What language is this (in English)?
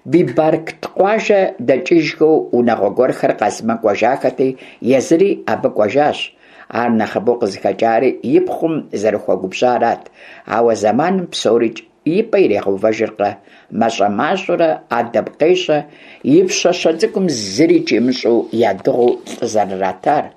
Kabardian